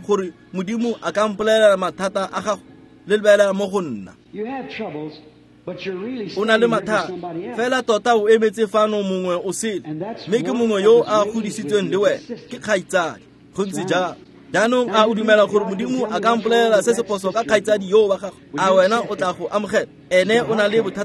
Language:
Tswana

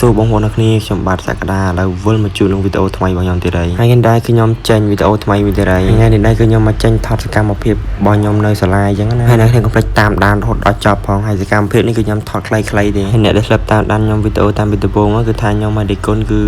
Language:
Khmer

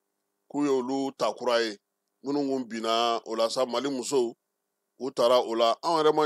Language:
Bambara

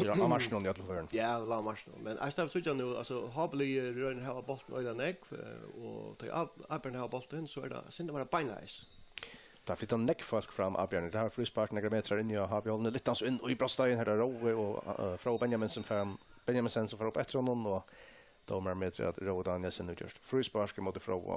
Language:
Faroese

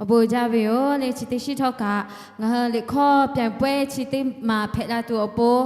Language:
Lahu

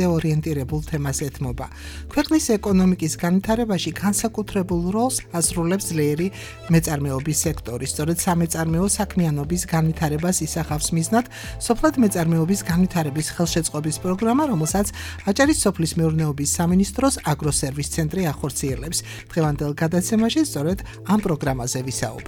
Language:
Georgian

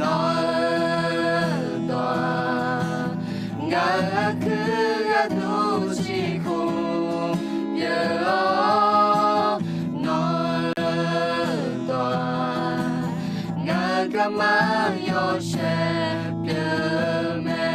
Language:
Akha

